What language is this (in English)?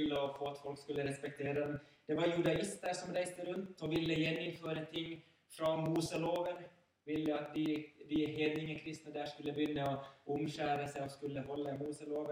Norwegian